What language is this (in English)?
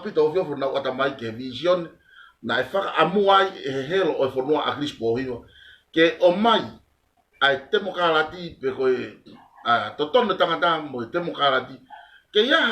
Tongan